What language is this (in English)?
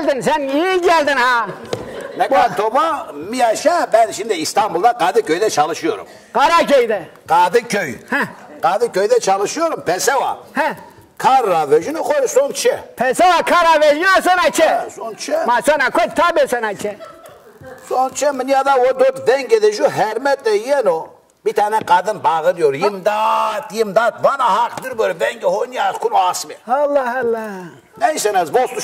Zaza